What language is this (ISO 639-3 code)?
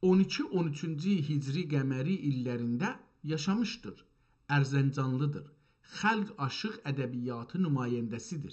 azb